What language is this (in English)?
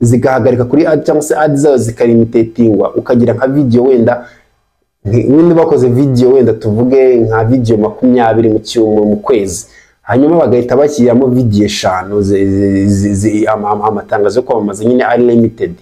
Kinyarwanda